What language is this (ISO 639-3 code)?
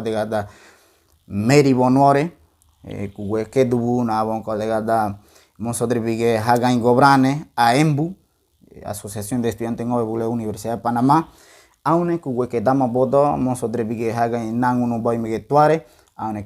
gym